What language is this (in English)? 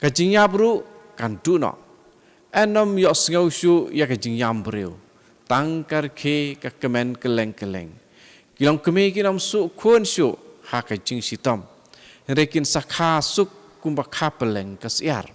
Khasi